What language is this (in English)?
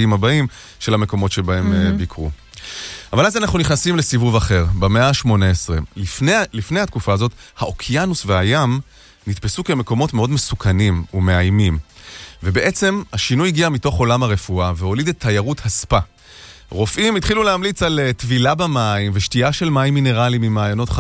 Hebrew